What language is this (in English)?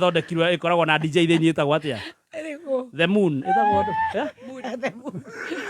Kikuyu